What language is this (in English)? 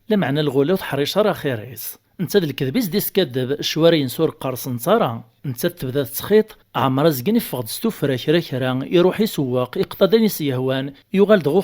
Kabyle